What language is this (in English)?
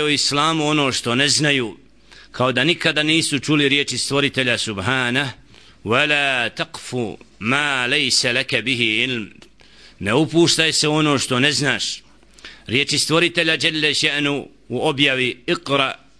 Bosnian